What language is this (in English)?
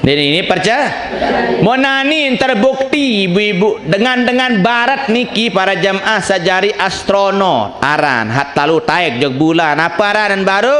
Sasak